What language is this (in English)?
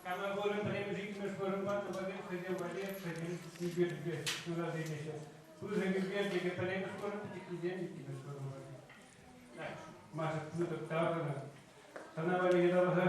Chuvash